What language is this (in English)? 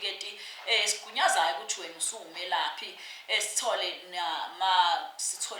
Zulu